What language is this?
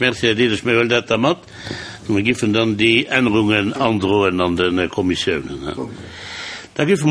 Luxembourgish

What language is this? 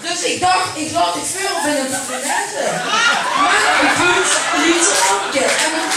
Limburgish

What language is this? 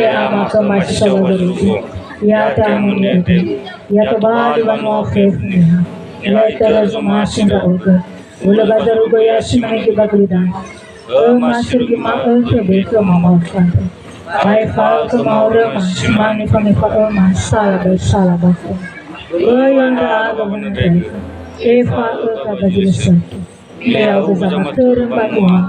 Nias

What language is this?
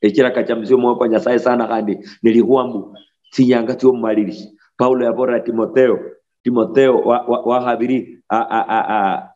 Luyia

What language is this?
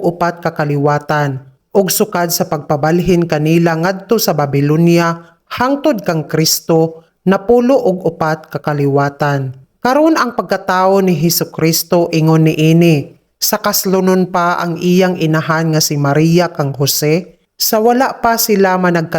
Cebuano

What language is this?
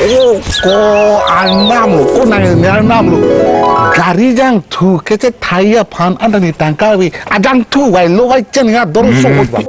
Karbi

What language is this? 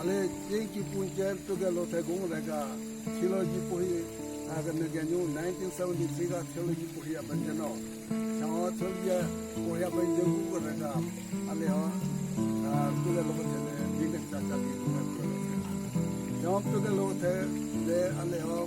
Southern Rengma Naga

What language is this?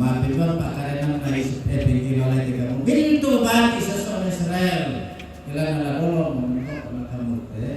Toraja-Sa'dan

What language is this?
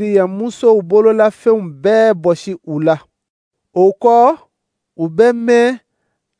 Dyula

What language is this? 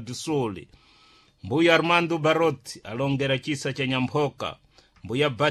Sena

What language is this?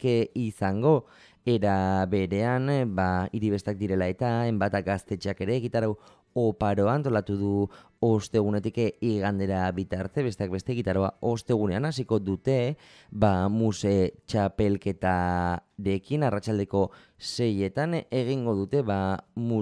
Basque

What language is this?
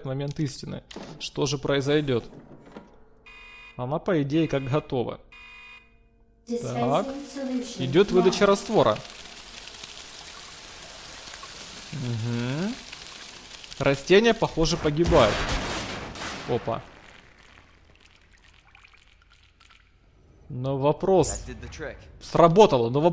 Russian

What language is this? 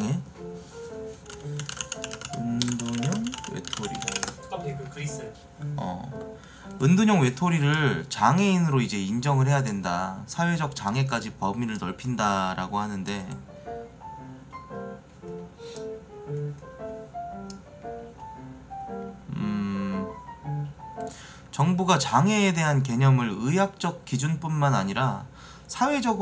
Korean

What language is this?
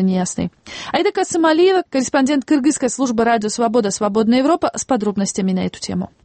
Russian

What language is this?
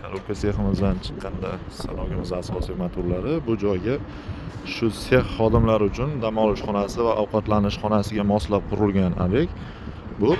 Uzbek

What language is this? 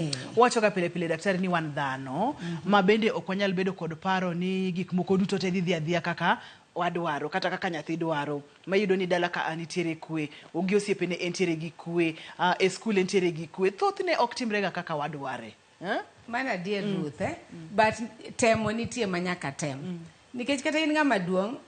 Luo (Kenya and Tanzania)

